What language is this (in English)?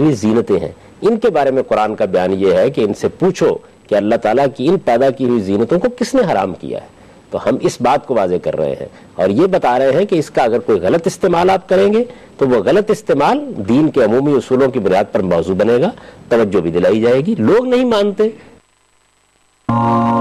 Urdu